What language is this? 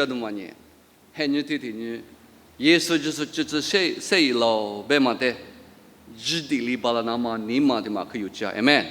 Lisu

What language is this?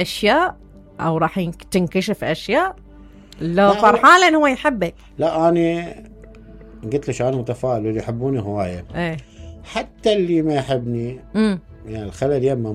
Mesopotamian Arabic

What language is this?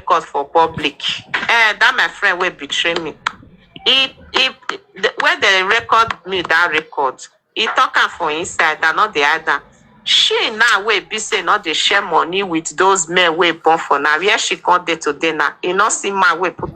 Nigerian Pidgin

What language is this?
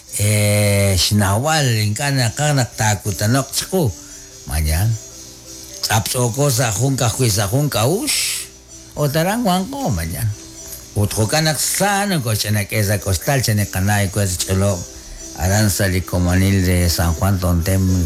Kekchí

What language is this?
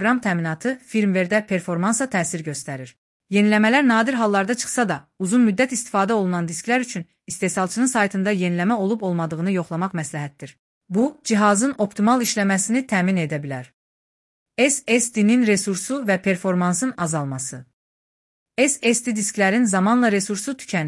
Azerbaijani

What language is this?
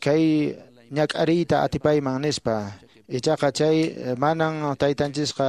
Quechua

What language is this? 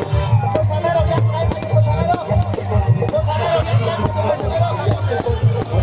Kok Borok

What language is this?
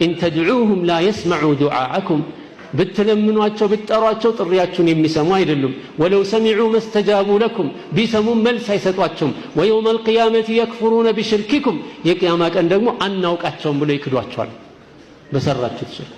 Amharic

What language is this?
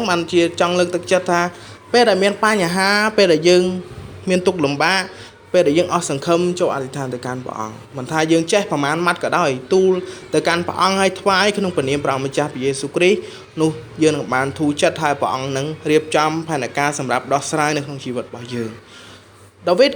Khmer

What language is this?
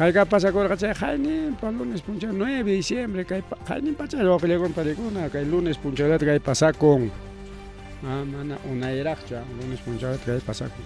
Ayacucho Quechua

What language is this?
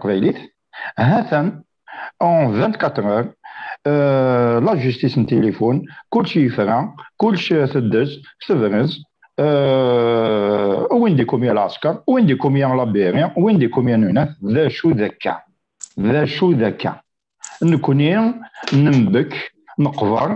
Kabyle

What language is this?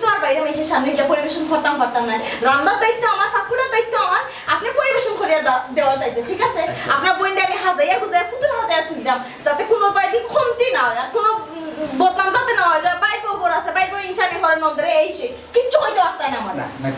Sylheti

